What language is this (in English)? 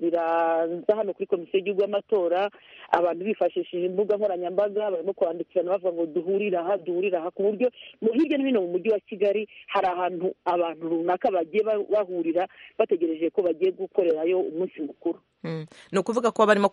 Kinyarwanda